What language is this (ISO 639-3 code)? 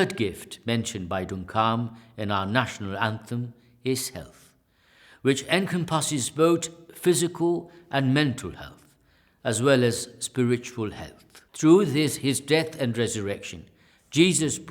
eng